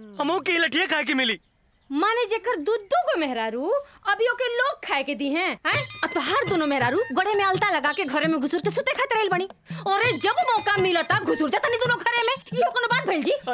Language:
Bhojpuri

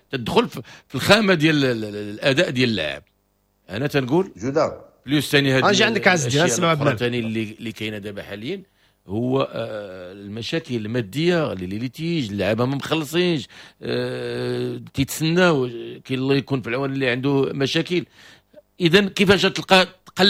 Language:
Moroccan Arabic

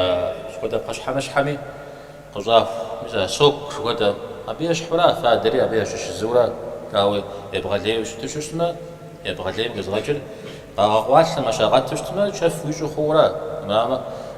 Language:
Kabardian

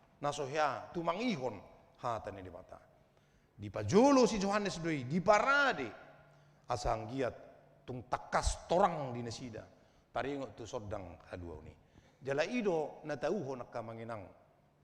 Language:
Batak Toba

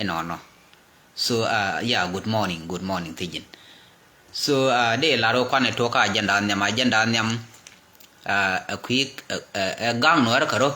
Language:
Nuer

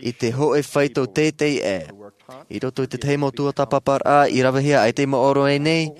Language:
Tahitian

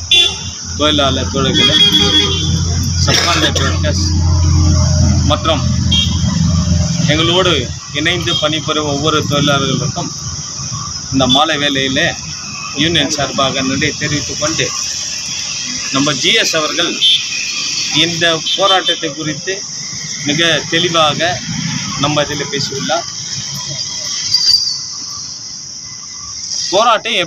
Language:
Tamil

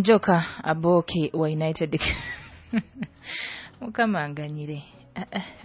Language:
Nyoro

